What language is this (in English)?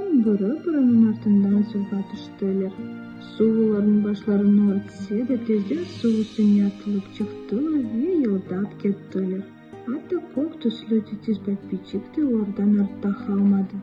Crimean Tatar